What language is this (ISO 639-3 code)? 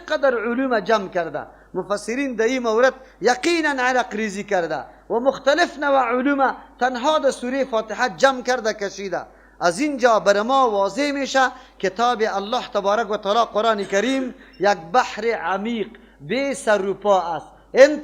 fas